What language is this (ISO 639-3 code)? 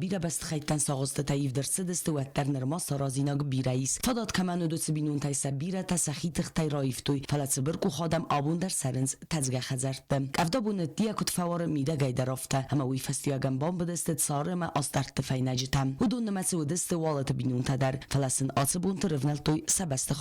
oss